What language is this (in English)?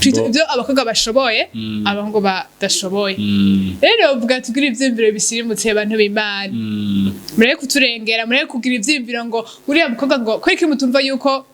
Rundi